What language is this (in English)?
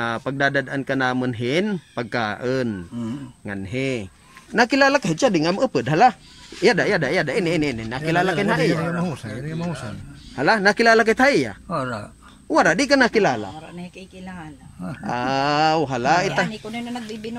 Waray